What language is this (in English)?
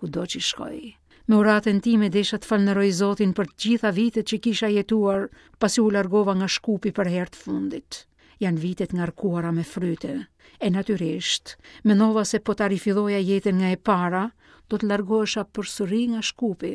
Albanian